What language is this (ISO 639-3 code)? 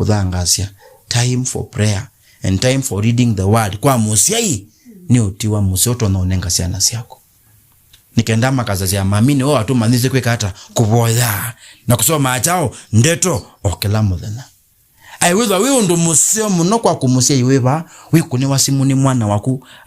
kam